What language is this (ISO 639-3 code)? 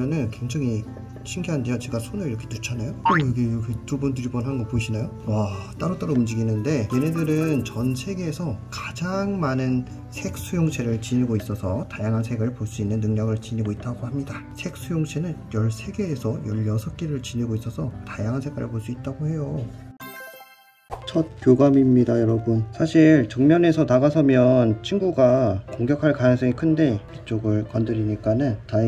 kor